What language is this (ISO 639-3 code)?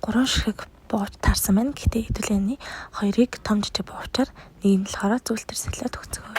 mon